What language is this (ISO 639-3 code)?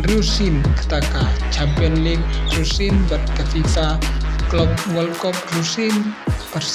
kha